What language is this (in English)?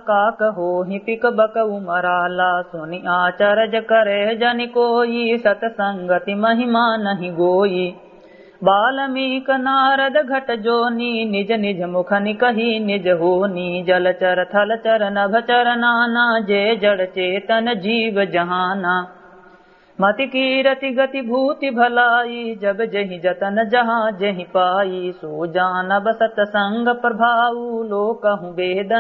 Awadhi